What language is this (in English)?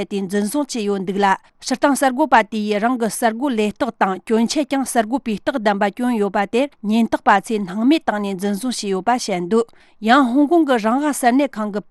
Tibetan